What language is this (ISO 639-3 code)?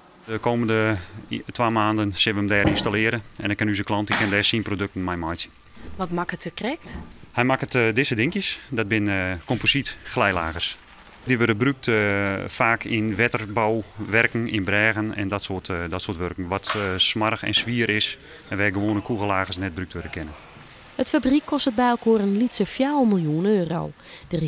fry